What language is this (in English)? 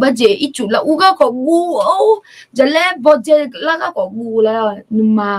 Akha